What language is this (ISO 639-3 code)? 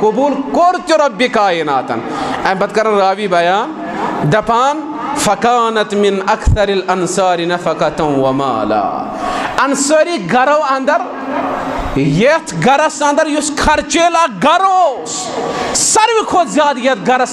kas